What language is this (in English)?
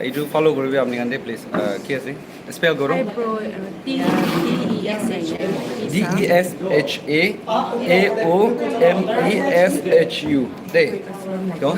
Naga Pidgin